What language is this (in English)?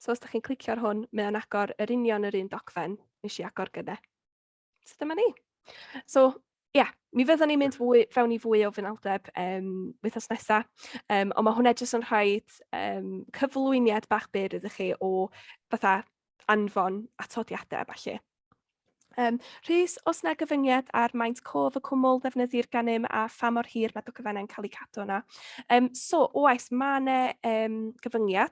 Welsh